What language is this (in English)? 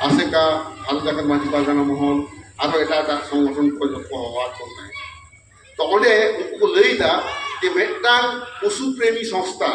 Santali